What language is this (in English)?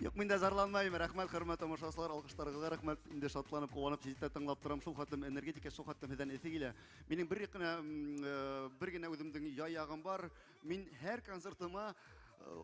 Bashkir